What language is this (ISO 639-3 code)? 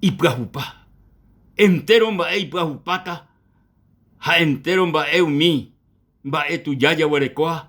grn